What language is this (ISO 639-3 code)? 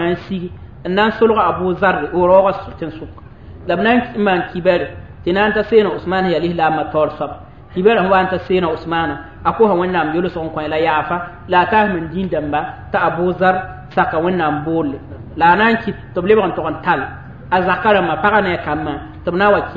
mos